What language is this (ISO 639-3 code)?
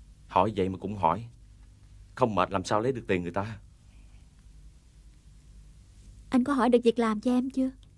vie